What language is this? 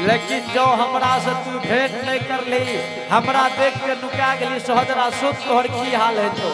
Angika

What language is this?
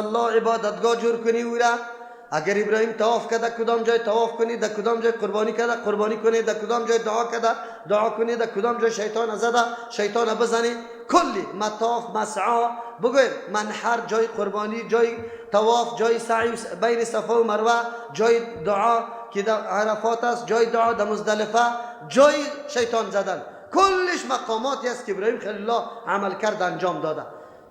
Persian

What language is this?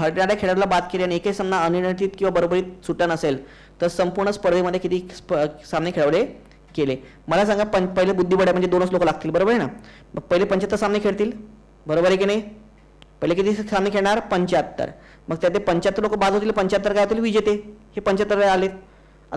Marathi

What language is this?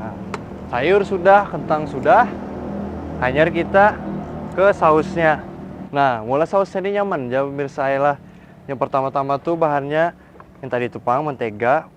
Banjar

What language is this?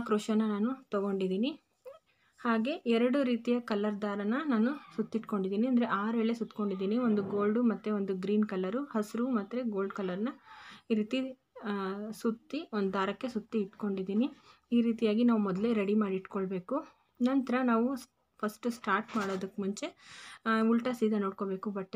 Kannada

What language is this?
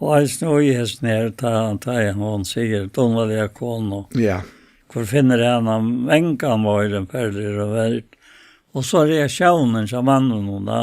Faroese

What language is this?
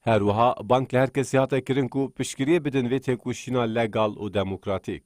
Kurdish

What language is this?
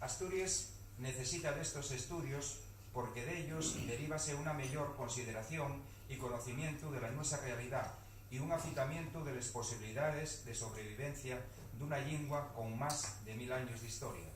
Asturian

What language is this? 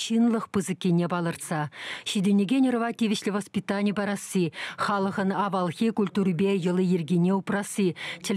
Chuvash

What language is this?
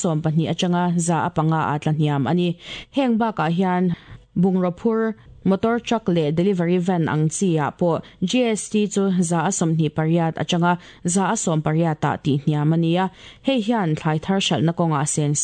Mizo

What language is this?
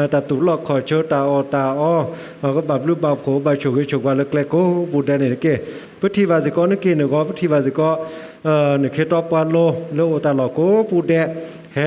S'gaw Karen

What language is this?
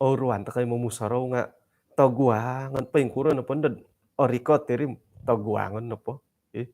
Central Dusun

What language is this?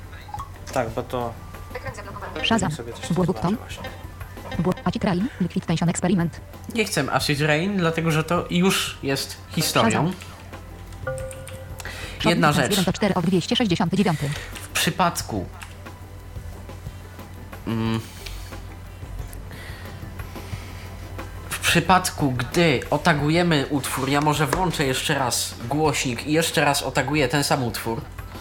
Polish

